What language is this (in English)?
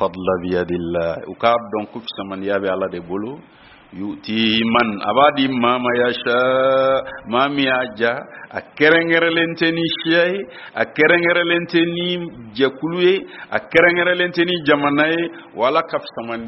Bambara